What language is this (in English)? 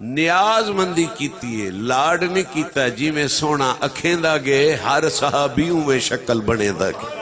Saraiki